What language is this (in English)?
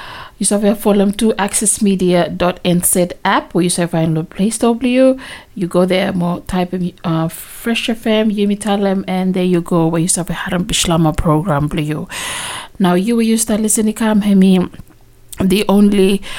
Bislama